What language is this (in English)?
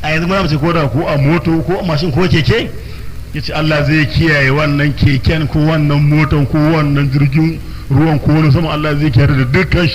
Hausa